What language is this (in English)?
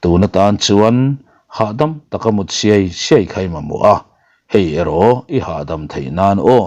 Mizo